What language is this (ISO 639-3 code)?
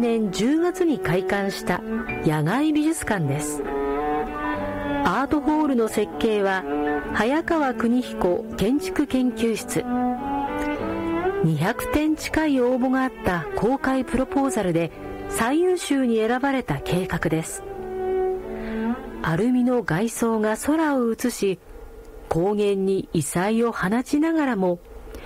jpn